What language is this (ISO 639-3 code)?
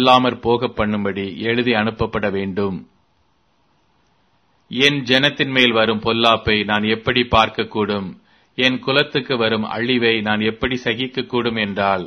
tam